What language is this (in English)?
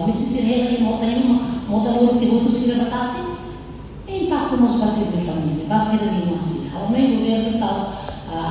Tetum